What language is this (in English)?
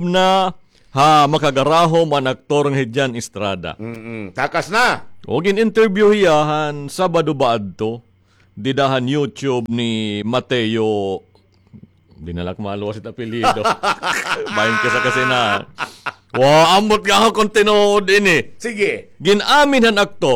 Waray